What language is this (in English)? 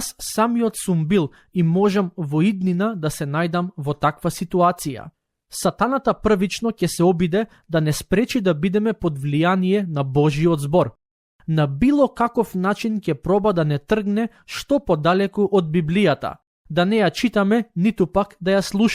Macedonian